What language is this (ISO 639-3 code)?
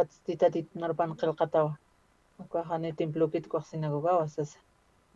aym